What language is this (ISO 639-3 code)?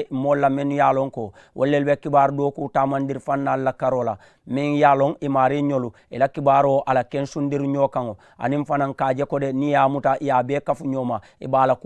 man